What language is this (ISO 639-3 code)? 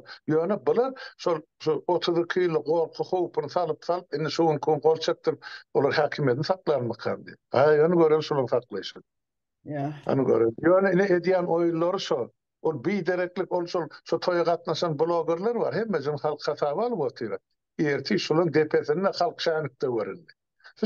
tuk